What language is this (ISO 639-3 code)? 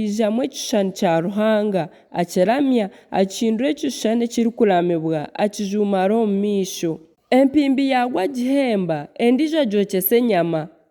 nyn